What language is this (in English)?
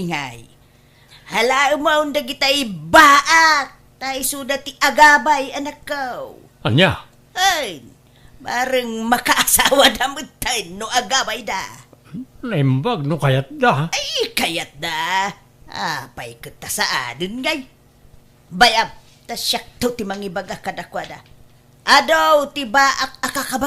Iloko